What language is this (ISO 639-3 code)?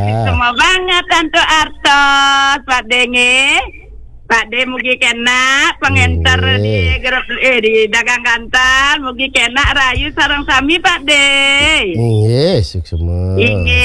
ban